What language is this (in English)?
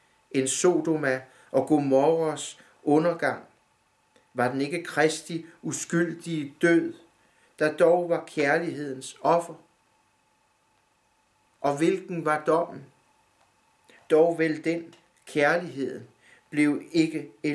Danish